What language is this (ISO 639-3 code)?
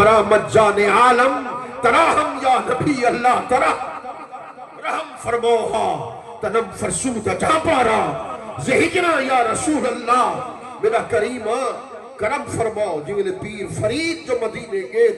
skr